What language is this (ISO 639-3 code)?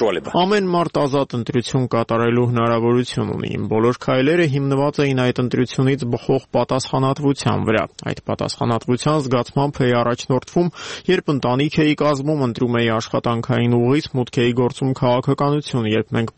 hye